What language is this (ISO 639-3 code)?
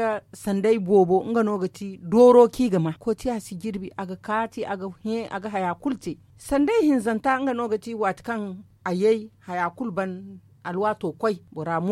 dje